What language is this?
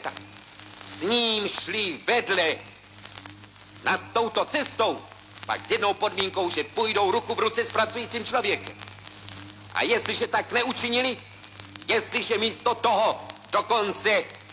Czech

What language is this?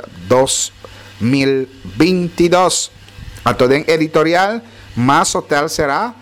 Papiamento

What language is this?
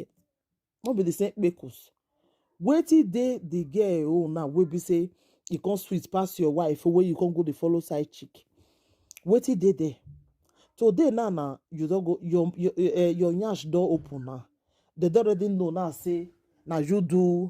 Nigerian Pidgin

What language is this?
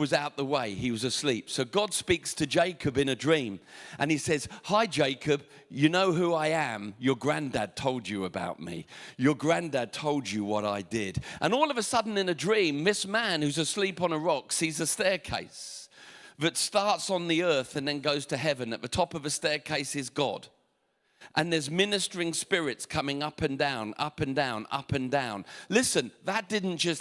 English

